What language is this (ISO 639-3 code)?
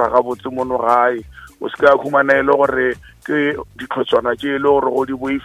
nso